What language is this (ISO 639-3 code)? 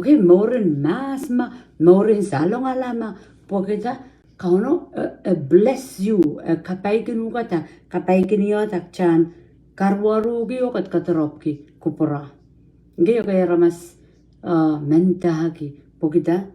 pon